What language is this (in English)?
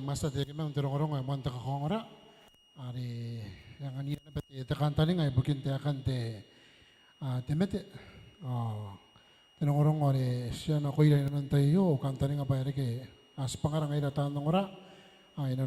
Gilbertese